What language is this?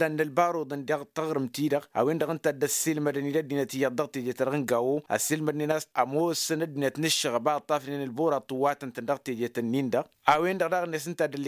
Tamasheq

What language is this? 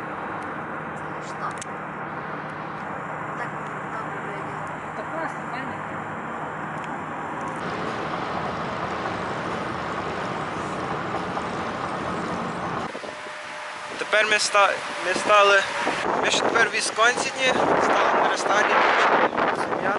Ukrainian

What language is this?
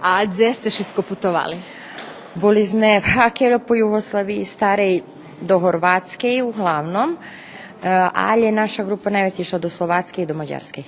Rusyn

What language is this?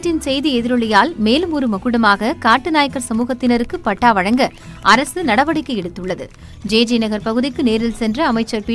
Tamil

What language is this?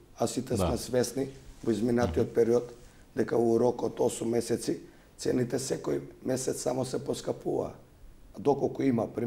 Macedonian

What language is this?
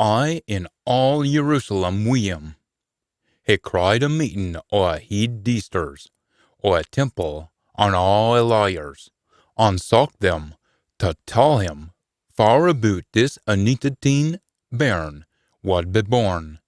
Scots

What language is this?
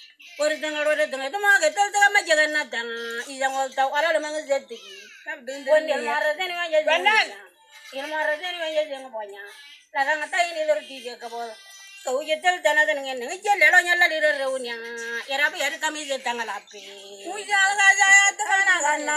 Moro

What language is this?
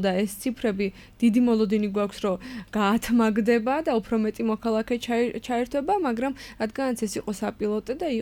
Georgian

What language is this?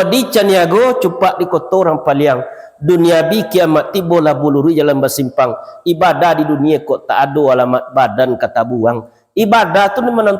Minangkabau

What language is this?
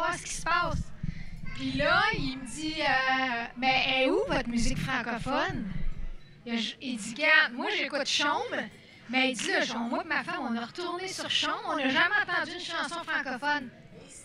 French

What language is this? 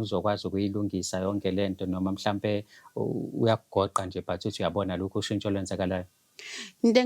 Zulu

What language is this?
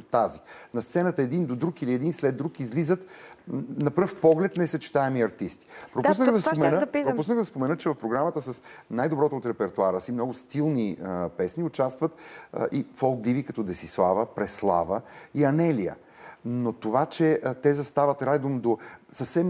Bulgarian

